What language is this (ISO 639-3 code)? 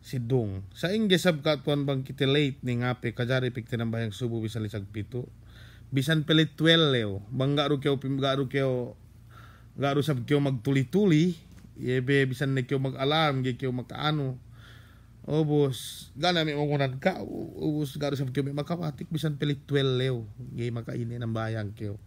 yka